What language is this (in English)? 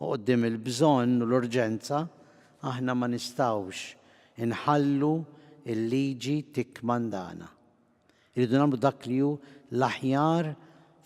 Maltese